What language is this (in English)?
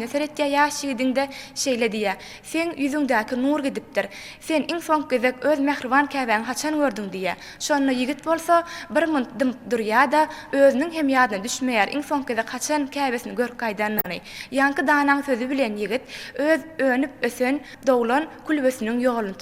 Turkmen